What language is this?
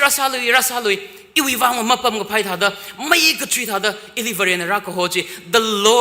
Tangkhul Naga (India)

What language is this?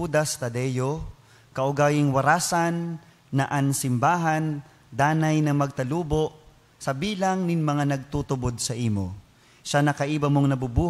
Bikol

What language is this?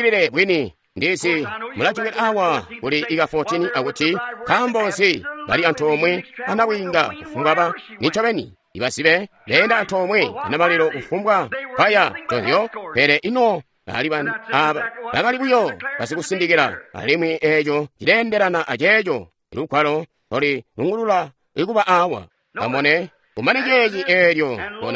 Tonga (Zambia)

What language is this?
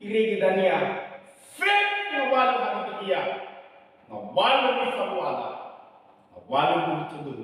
Nias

